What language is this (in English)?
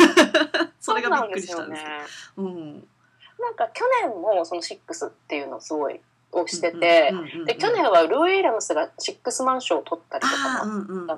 Japanese